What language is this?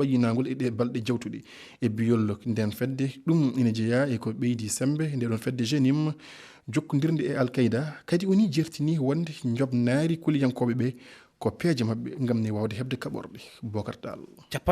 Fula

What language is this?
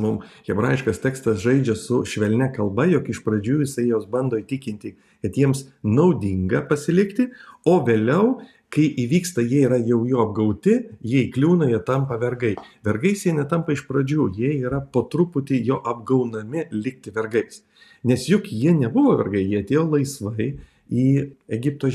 Lithuanian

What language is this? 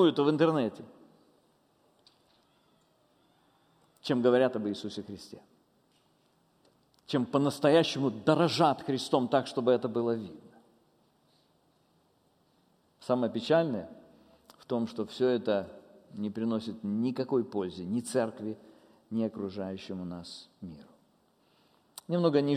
Russian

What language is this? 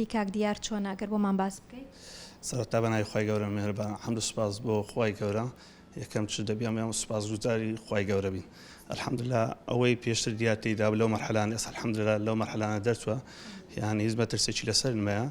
Central Kurdish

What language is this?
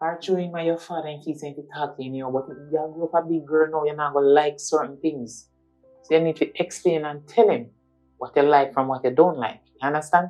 Jamaican Creole English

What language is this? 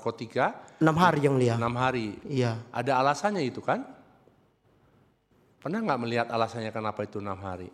Indonesian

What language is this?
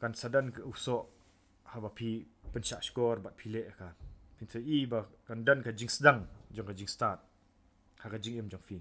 Khasi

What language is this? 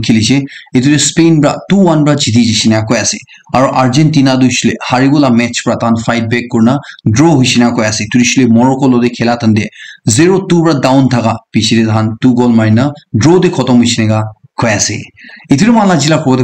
Naga Pidgin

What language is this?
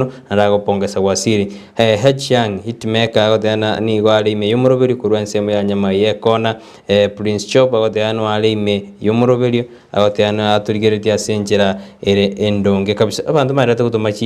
Gusii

